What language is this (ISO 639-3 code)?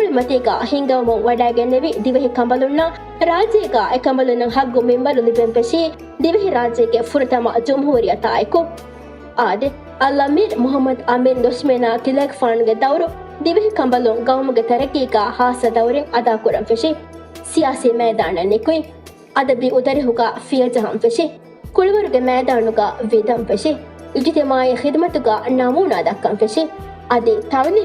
div